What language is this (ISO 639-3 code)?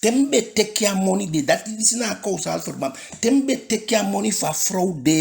djk